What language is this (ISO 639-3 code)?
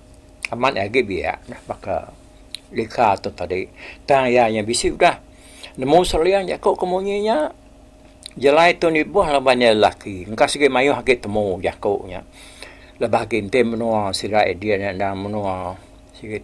iba